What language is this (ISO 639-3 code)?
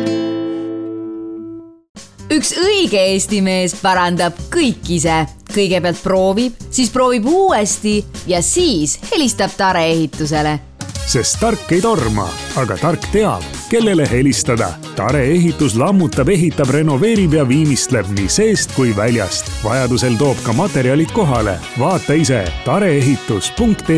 est